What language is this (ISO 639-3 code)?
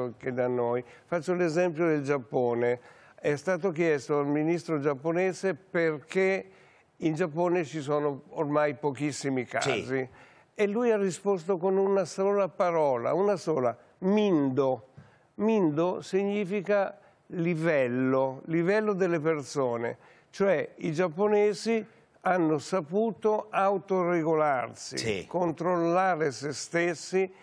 ita